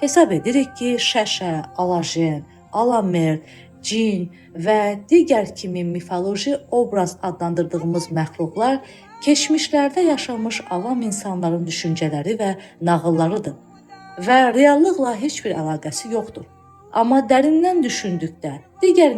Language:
Azerbaijani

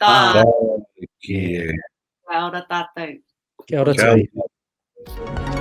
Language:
Māori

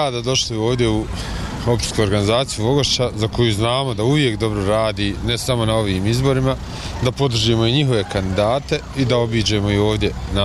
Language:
Bosnian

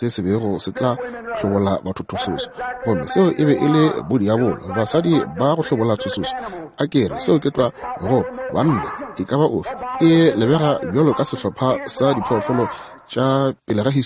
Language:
Northern Sotho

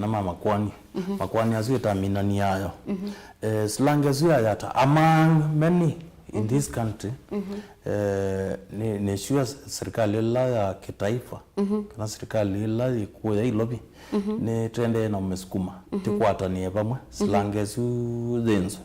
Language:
Kamba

